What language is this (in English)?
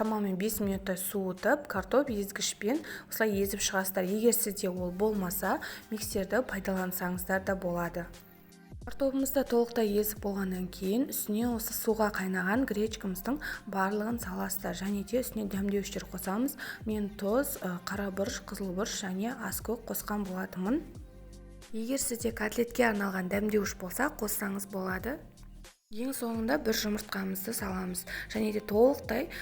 Kazakh